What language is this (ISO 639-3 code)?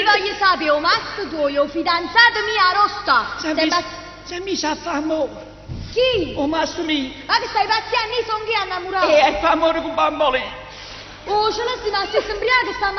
nap